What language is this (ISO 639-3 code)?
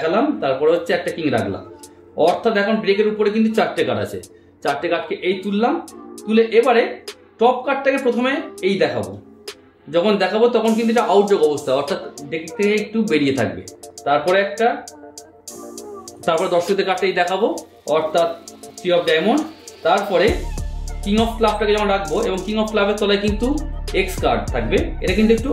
ben